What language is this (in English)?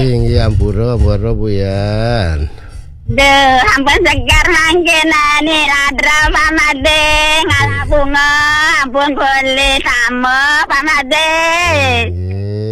Balinese